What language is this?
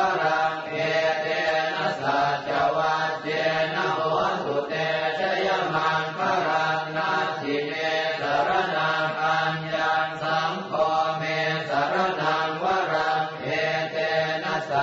Pali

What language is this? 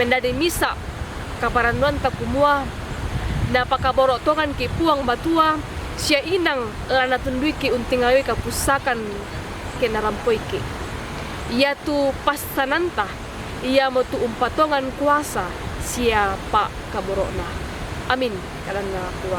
Toraja-Sa'dan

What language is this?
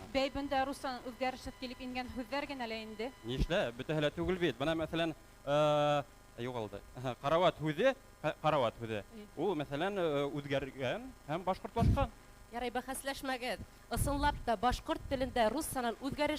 Bashkir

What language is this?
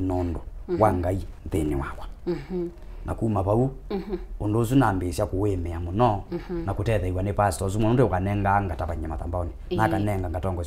Kamba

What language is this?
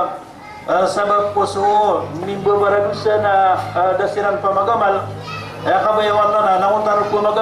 Maranao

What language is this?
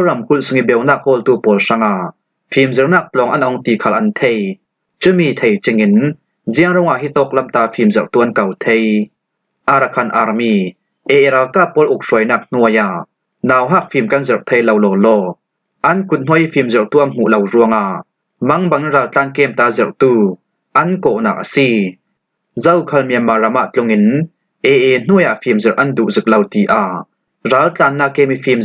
Falam Chin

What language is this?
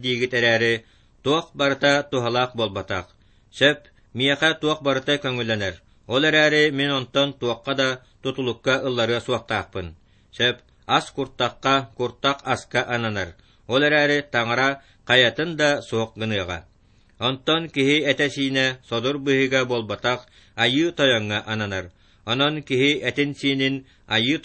Yakut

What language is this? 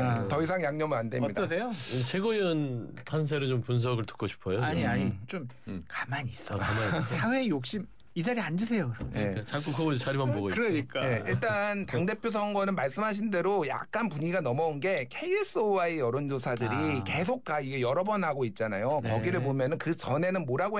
Korean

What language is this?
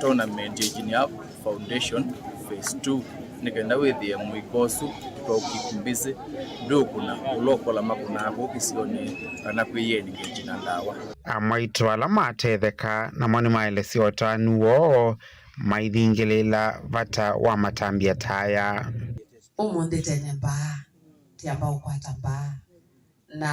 Kamba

